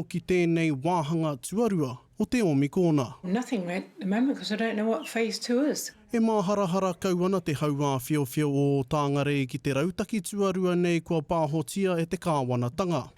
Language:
Māori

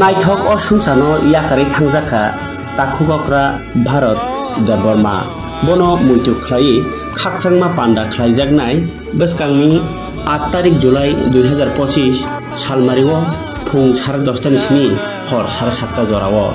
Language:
Kok Borok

